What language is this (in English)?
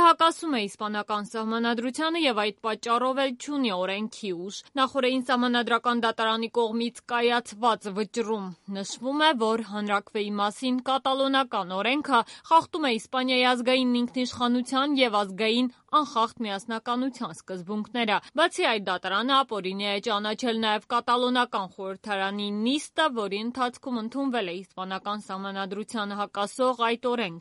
Armenian